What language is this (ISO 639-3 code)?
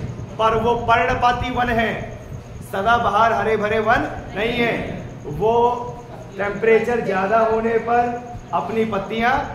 hin